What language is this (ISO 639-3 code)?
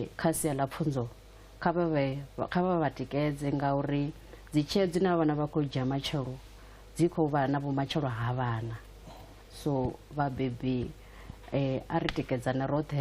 ven